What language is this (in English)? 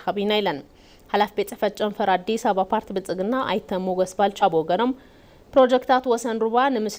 Tigrinya